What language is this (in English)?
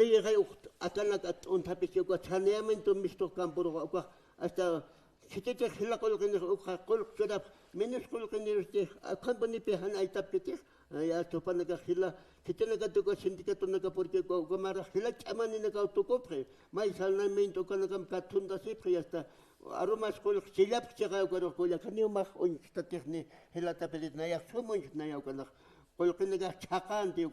Aymara